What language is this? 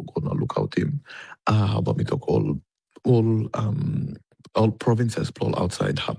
Tok Pisin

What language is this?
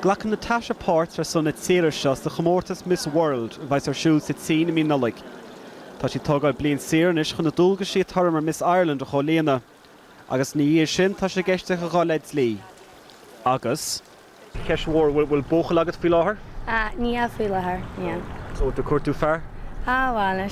Irish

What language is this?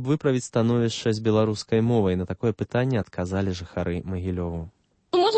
Belarusian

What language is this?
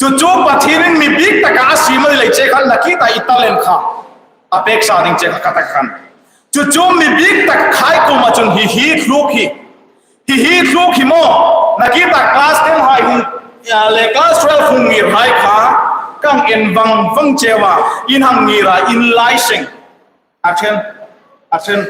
Hmar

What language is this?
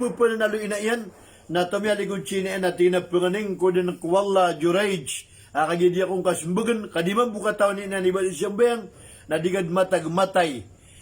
Maranao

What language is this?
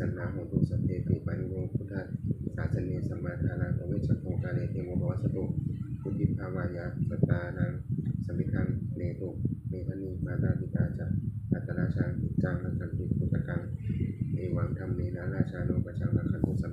Pali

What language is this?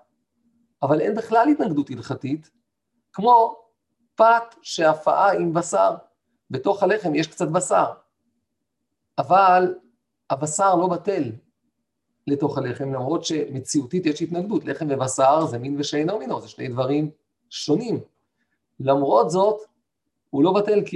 Hebrew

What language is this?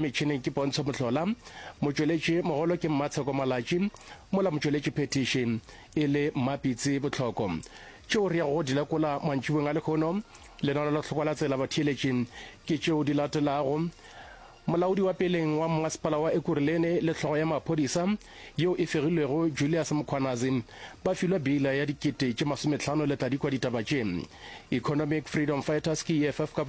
Northern Sotho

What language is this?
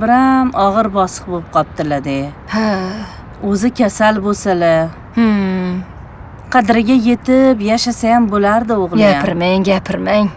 Uzbek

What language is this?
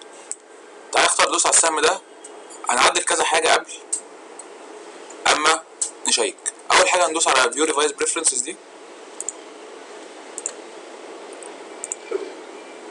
Egyptian Arabic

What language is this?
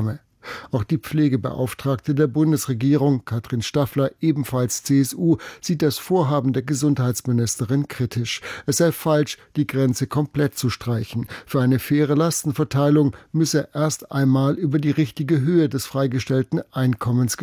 German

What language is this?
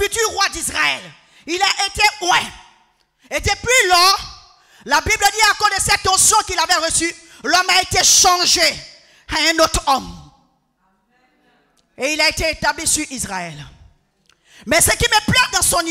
French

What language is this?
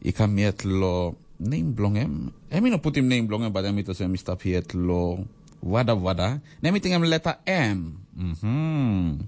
Tok Pisin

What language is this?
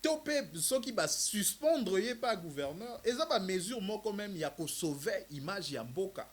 Lingala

